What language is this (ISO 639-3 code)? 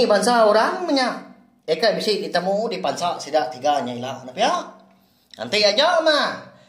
iba